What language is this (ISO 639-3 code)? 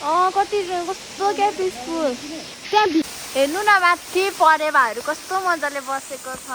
nep